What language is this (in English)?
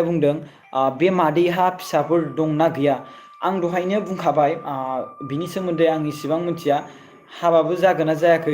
Bodo